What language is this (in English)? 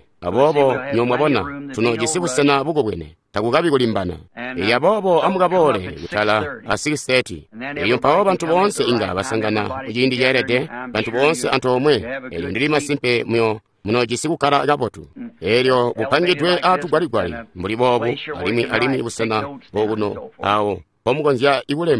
Tonga (Zambia)